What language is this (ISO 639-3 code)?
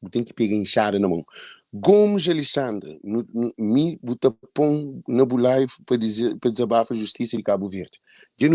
kea